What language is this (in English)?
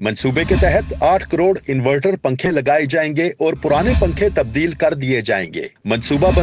Urdu